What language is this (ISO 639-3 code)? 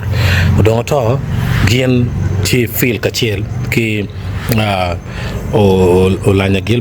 ach